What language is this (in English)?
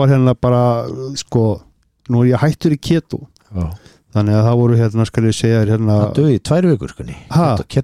Icelandic